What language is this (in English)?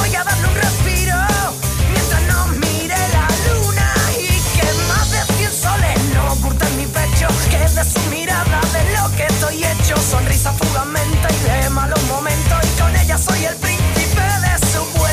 Spanish